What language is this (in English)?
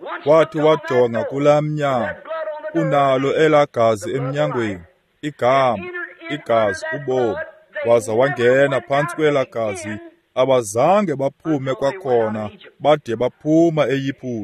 Xhosa